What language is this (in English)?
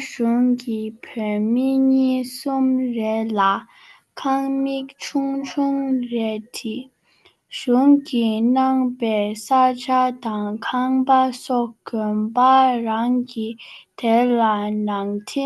Tibetan